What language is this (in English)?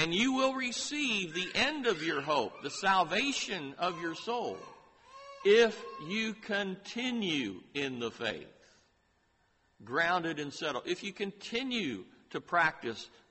English